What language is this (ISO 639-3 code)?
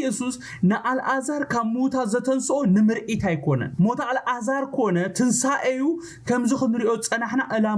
tir